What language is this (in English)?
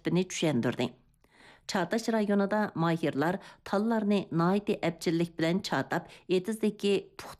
Uyghur